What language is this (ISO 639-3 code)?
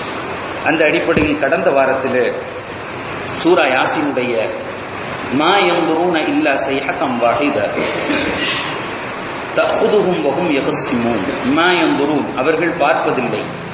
tam